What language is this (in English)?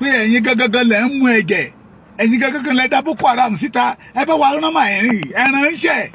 Yoruba